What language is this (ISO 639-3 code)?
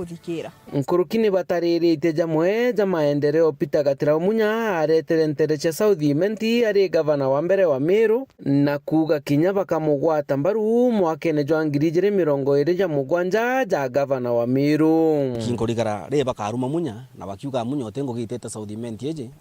mer